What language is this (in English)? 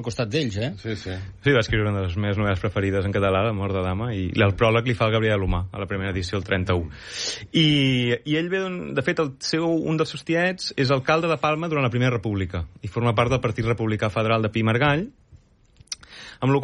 Catalan